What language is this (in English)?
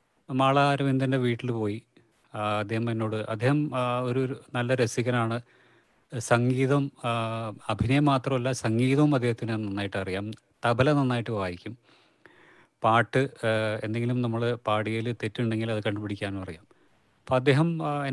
Malayalam